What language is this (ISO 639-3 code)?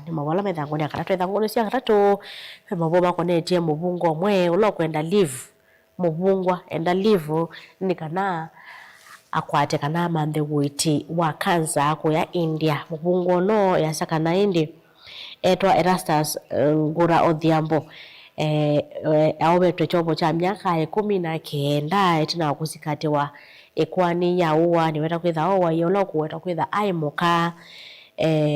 kam